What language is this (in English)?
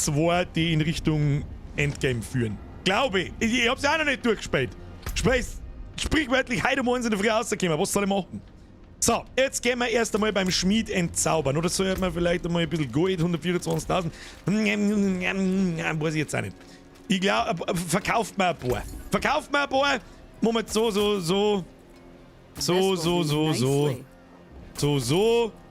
Bavarian